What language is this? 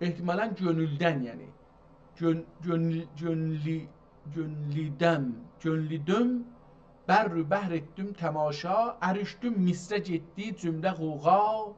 South Azerbaijani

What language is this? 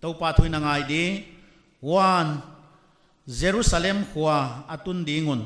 Paite Chin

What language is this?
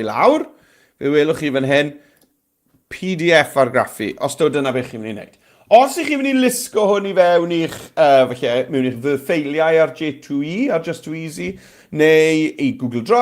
Welsh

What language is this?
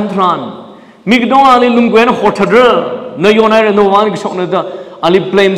Tangkhul Naga (India)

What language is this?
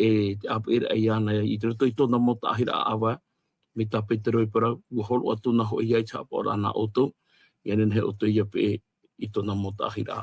Tahitian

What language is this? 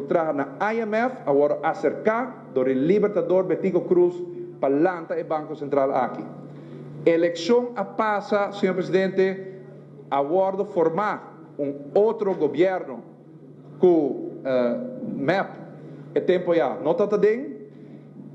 Papiamento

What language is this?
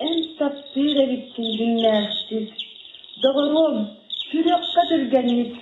Yakut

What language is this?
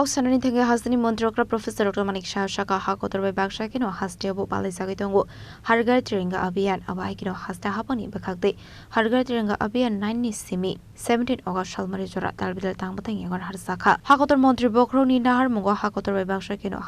Kok Borok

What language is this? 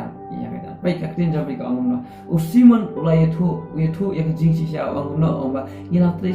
Khasi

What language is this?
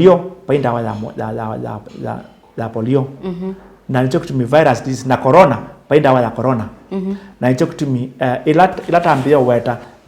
Kamba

